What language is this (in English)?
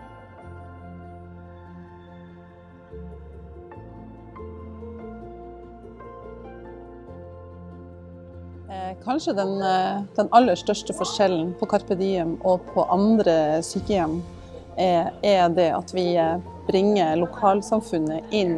Norwegian